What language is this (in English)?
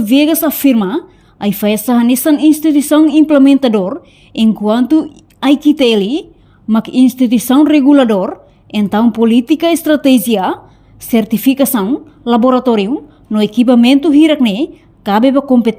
Tetum